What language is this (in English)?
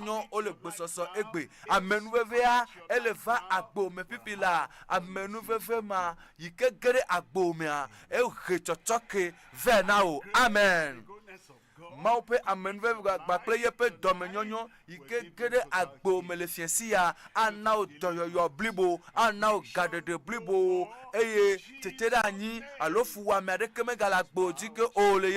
Ewe